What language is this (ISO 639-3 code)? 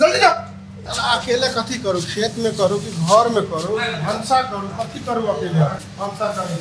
mai